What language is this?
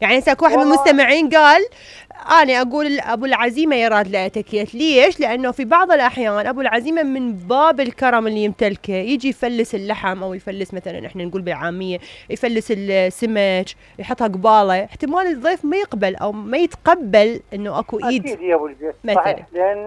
Mesopotamian Arabic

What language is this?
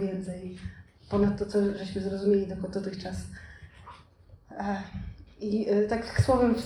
Polish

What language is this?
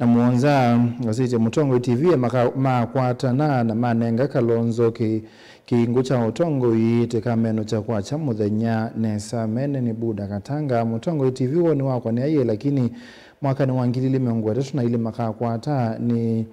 Kamba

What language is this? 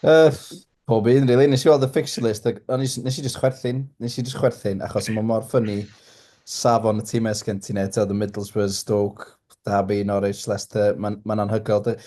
Welsh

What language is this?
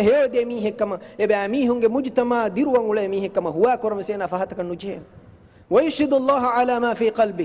Divehi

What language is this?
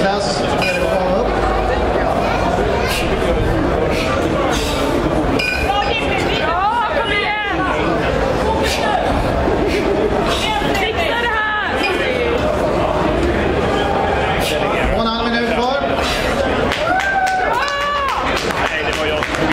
Swedish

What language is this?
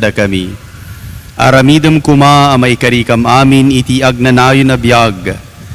Iloko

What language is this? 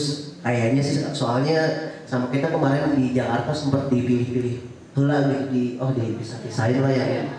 Indonesian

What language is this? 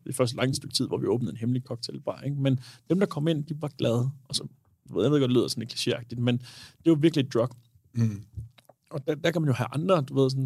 Danish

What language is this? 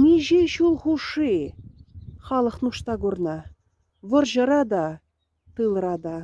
Chuvash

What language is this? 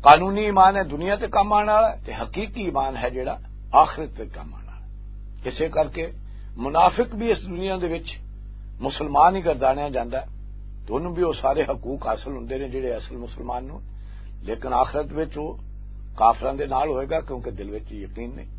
Western Panjabi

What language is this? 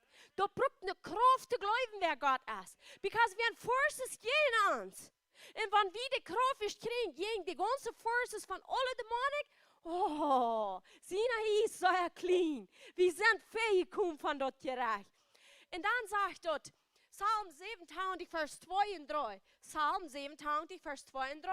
Plautdietsch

